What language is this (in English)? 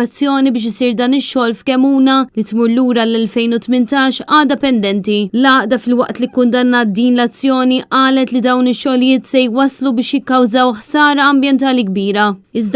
Maltese